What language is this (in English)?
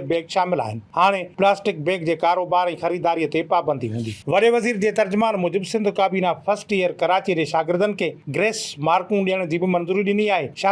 Sindhi